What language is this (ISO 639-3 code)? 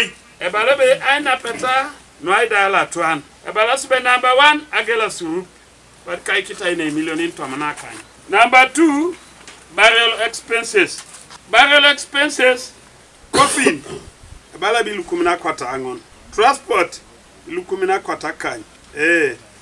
teo